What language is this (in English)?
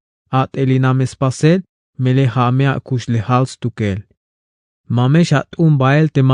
Tzeltal